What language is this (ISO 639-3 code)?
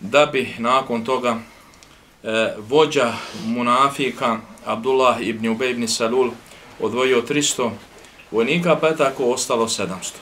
bos